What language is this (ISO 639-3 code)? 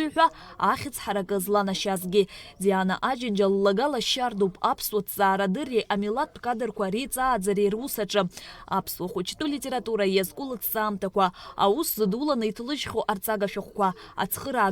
abk